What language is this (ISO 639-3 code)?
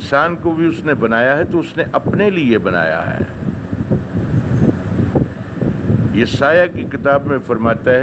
urd